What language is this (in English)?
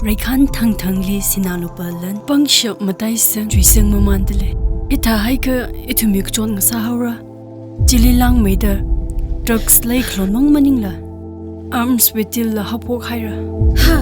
Tangkhul Naga (India)